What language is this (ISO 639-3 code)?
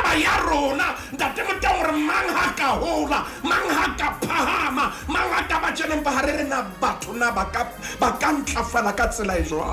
sot